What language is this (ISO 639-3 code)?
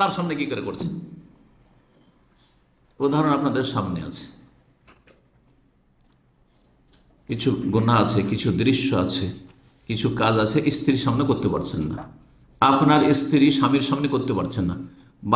ben